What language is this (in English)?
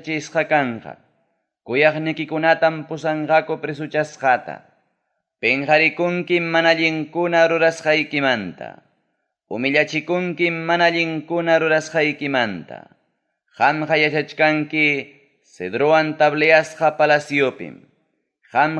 Ayacucho Quechua